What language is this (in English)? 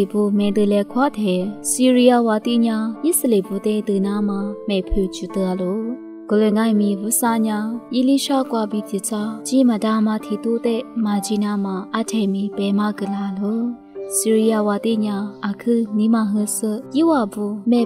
Lisu